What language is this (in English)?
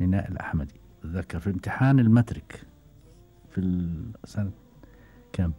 Gulf Arabic